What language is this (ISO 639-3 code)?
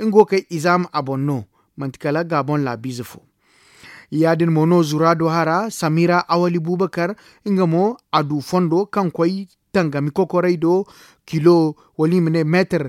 dje